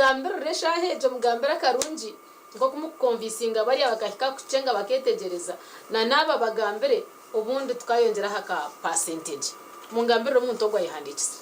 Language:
Nyankole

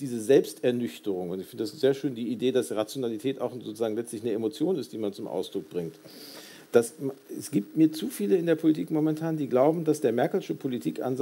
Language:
German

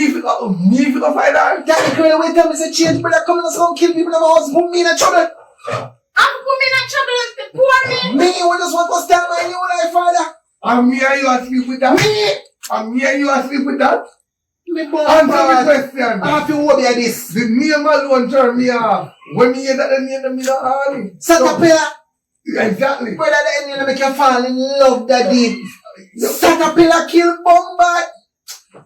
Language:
Jamaican Creole English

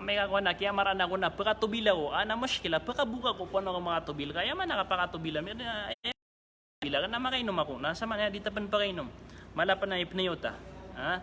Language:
Maranao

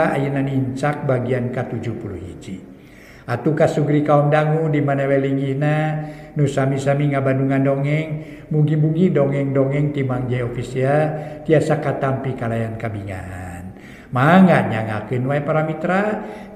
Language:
Sundanese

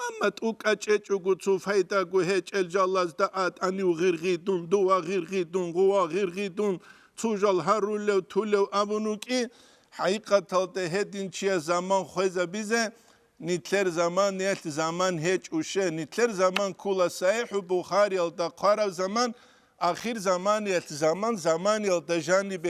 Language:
Avaric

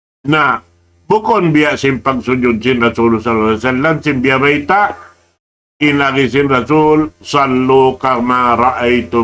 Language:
Tausug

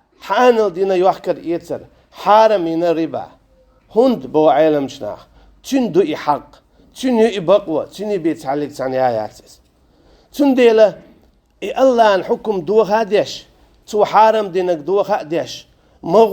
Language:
Chechen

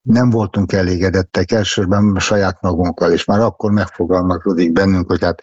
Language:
Hungarian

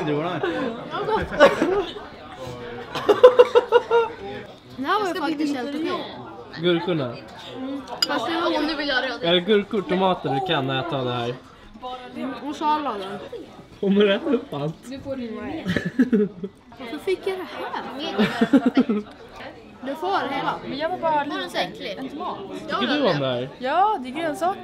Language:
Swedish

